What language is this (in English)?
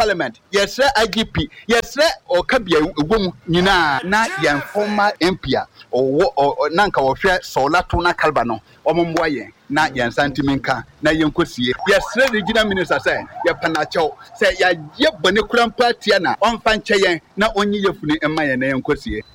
Akan